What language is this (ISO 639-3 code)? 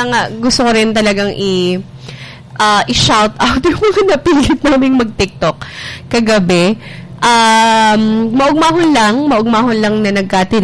bik